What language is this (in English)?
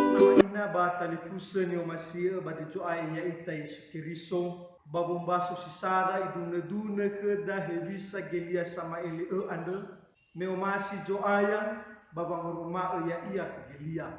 Nias